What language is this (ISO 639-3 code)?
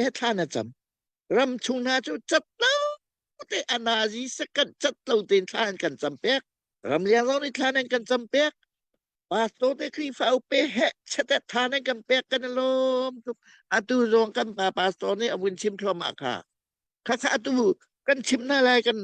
cnh